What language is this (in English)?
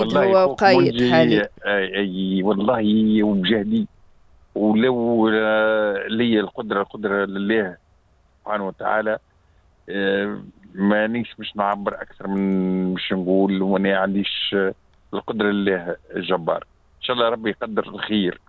Tunisian Arabic